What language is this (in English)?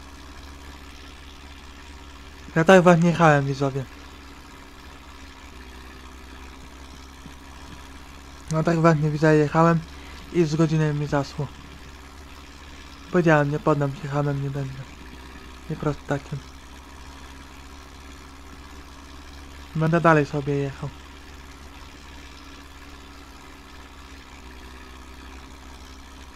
Polish